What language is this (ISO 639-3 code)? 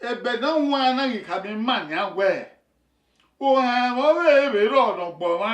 bin